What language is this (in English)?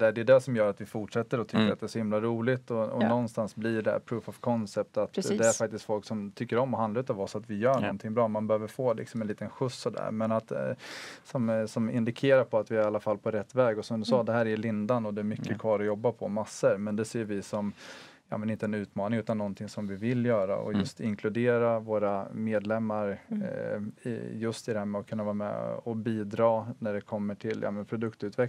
Swedish